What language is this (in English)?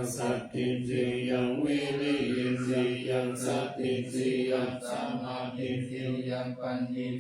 Pali